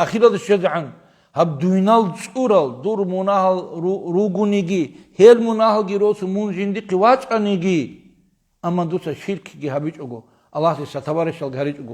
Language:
Avaric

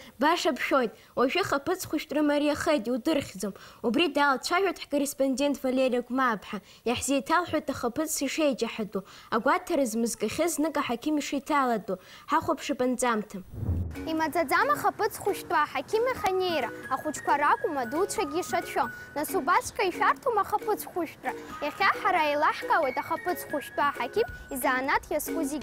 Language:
Abkhazian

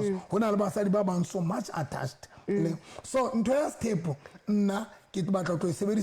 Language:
Southern Sotho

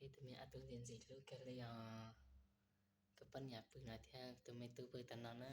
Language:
Hmong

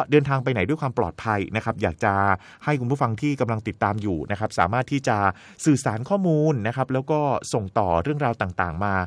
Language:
Thai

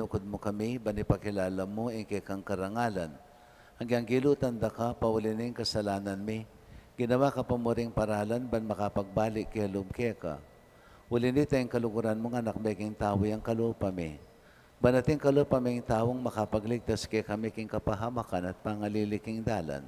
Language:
Pampanga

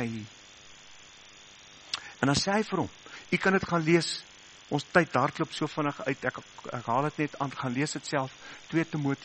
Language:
Afrikaans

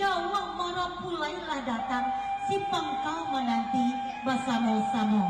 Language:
Minangkabau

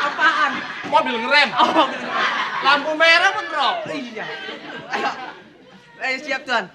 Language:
Betawi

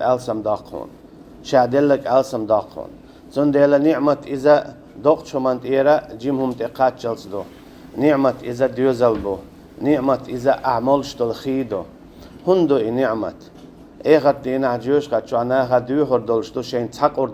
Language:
Chechen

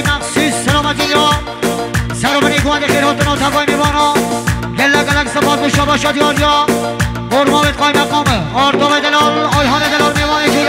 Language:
Kurdish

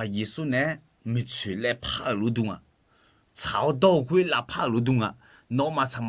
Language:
Akha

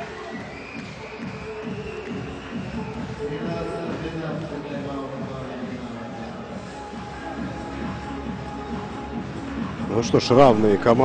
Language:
Russian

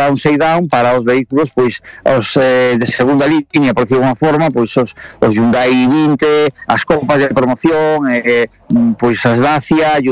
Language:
Galician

